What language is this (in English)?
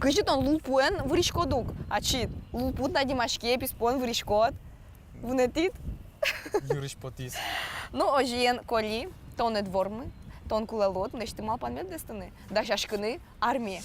Udmurt